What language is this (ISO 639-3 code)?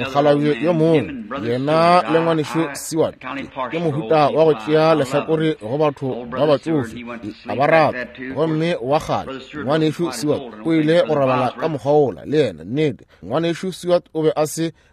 nso